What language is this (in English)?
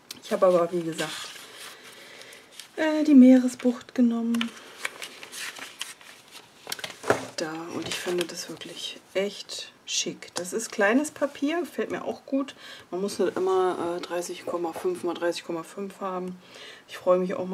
German